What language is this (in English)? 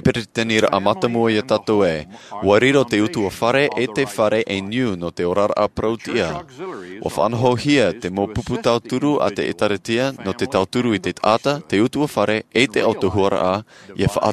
Tahitian